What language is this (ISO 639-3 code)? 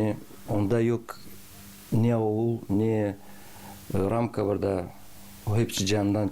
gag